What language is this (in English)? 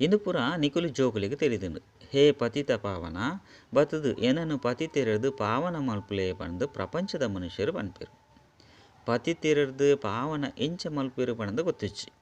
Tulu